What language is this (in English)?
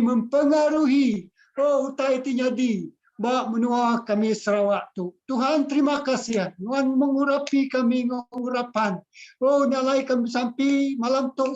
Iban